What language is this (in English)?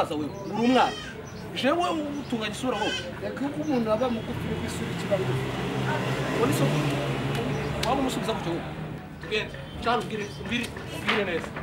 Kinyarwanda